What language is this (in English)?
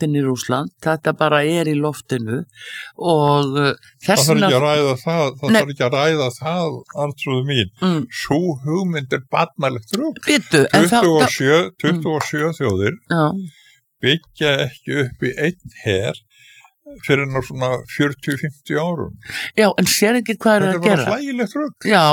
Icelandic